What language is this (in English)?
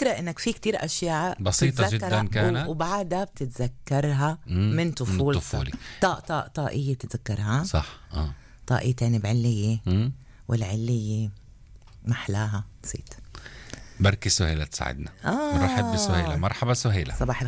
North Levantine Arabic